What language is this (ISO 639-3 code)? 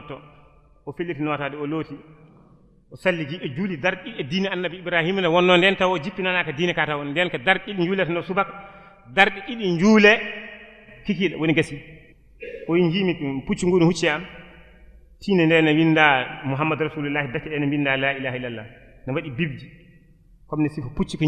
ful